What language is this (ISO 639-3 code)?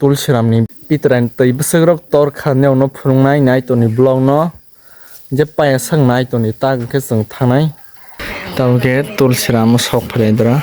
trp